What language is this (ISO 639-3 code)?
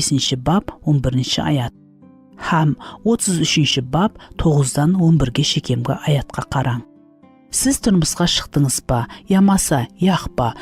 kaa